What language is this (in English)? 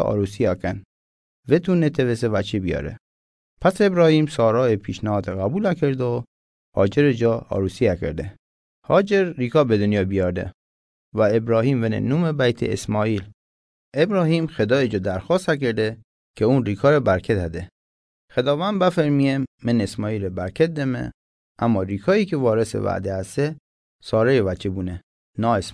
Mazanderani